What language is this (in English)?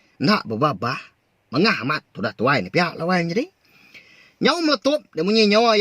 Iban